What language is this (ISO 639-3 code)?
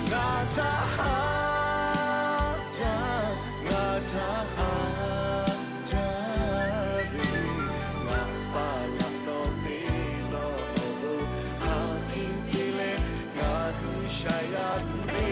lhu